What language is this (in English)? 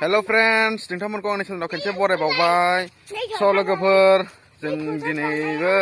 Bodo